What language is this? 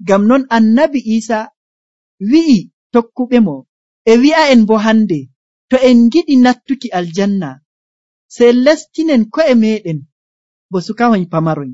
Nigerian Fulfulde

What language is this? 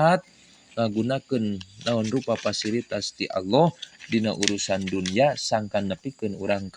Sundanese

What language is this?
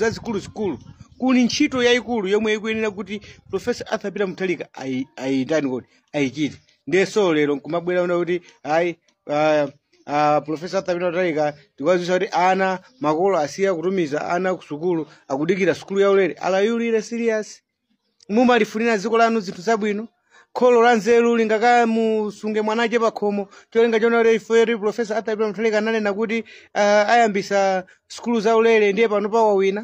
Nyanja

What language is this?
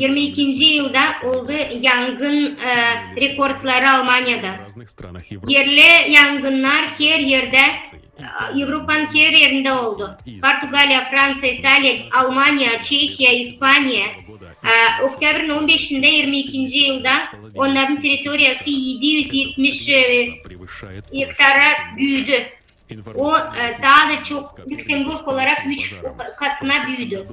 Gagauz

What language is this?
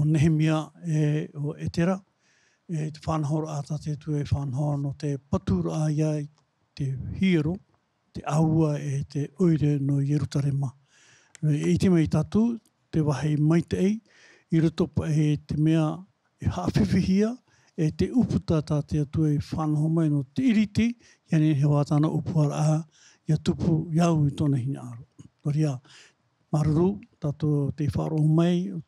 Tahitian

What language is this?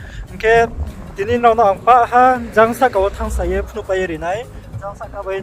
Riang (India)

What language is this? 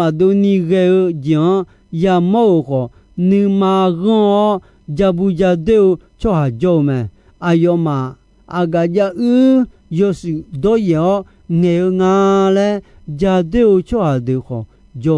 Akha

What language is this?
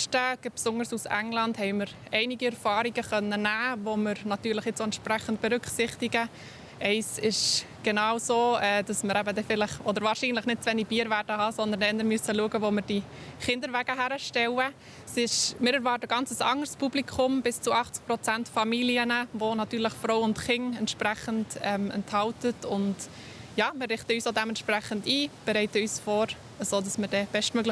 Swiss German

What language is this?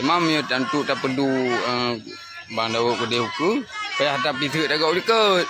Achinese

